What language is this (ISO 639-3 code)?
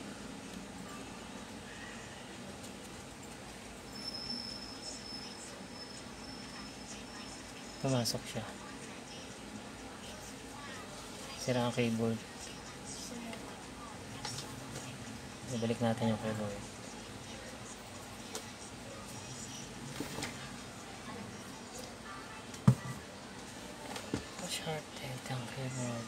fil